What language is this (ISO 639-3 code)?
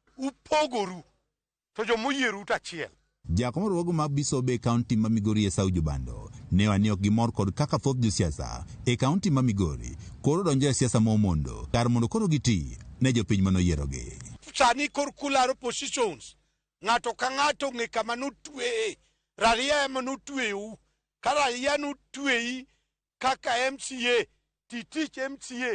luo